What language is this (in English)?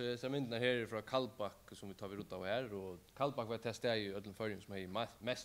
Faroese